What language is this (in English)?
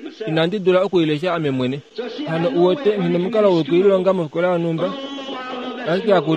Kuanyama